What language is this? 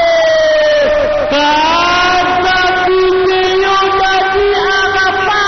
Lingala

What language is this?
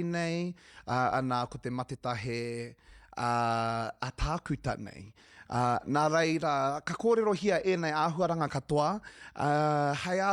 Māori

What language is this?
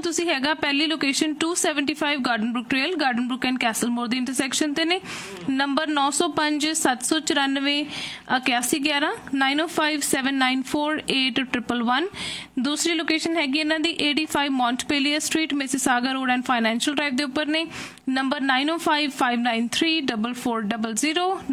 Punjabi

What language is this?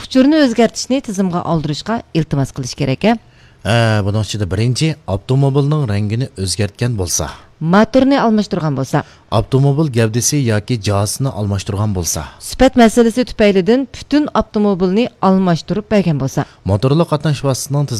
Uyghur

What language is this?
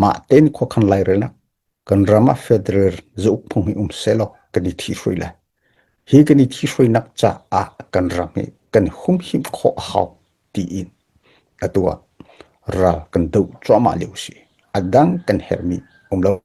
Hakha Chin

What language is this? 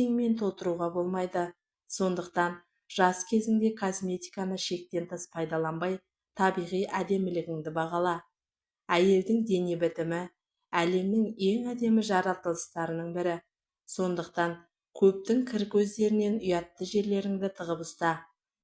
Kazakh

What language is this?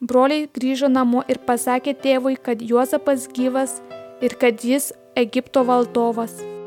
Lithuanian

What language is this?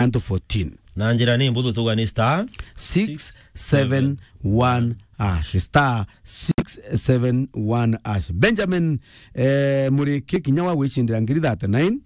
Meru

